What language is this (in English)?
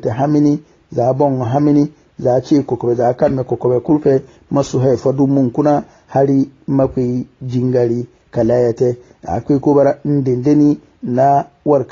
Hausa